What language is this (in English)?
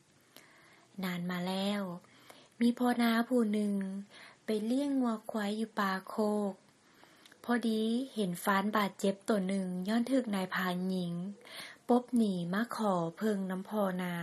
Lao